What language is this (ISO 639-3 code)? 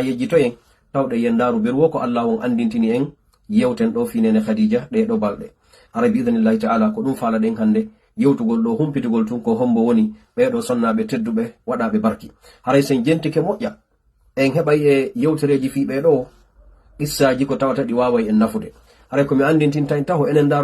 ful